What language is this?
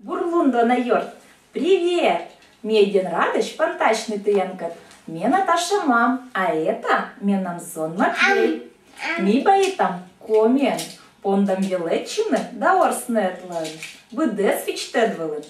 Komi-Permyak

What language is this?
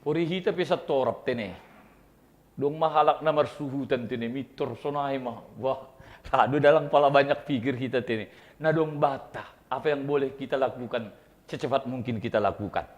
Batak Simalungun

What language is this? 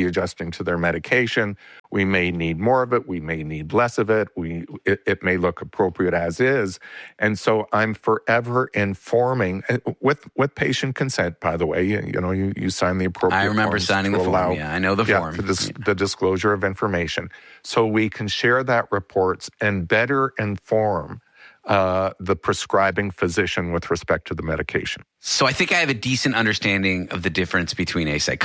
English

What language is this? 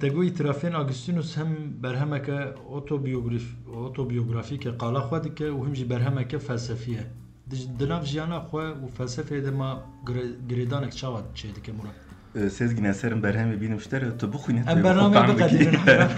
Kurdish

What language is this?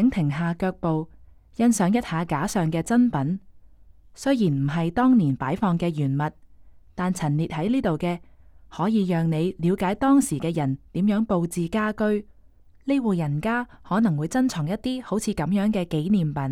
Cantonese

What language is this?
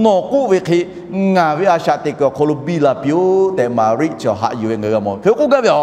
Lahu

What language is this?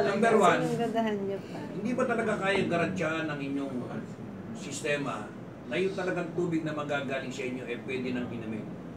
Filipino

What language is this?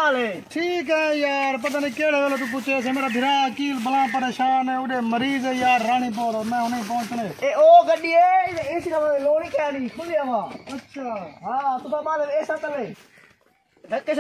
Saraiki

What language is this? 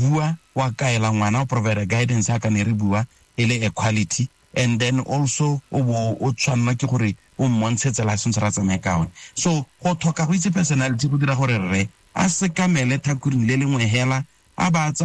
Tswana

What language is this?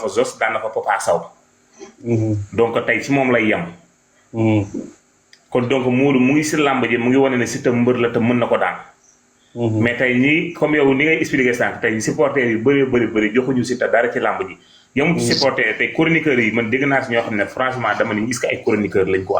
Wolof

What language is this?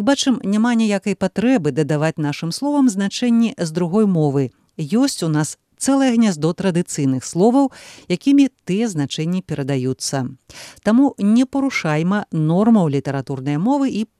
Belarusian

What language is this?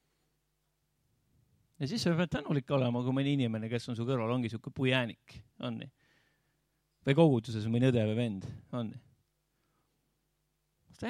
Estonian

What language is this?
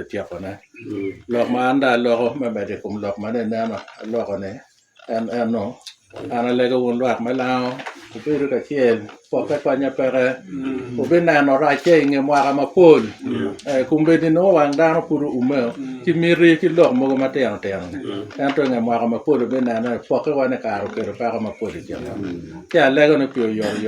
Lango (Uganda)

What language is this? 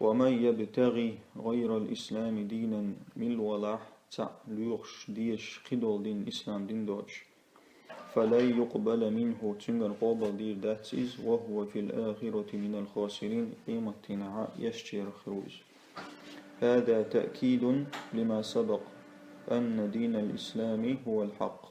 Chechen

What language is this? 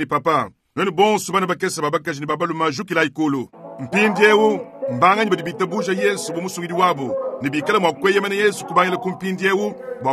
Luba-Lulua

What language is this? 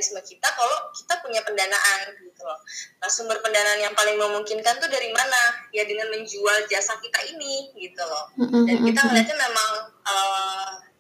Indonesian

